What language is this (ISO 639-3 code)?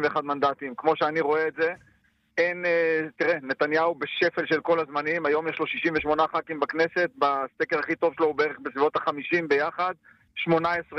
heb